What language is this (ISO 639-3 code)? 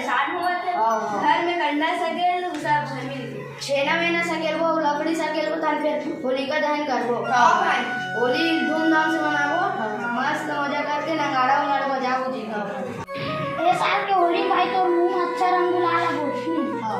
hne